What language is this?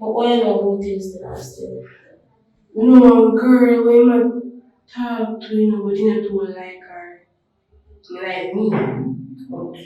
Jamaican Creole English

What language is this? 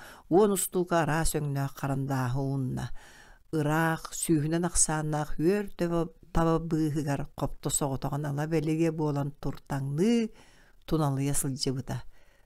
Yakut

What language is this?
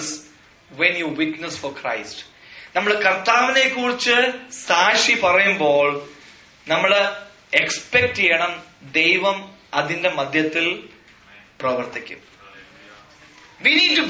Malayalam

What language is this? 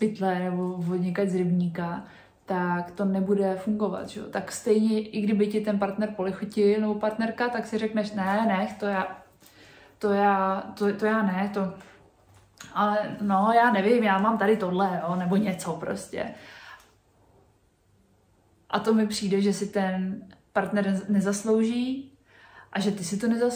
Czech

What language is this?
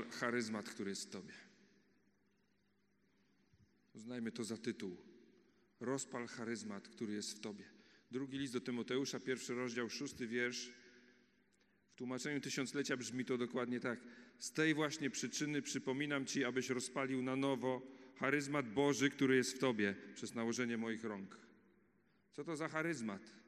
Polish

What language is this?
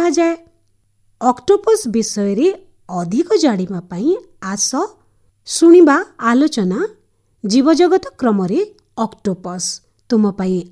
Odia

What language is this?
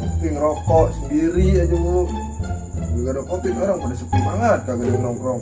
Betawi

